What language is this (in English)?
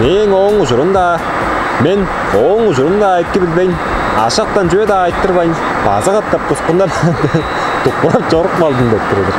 Tuvinian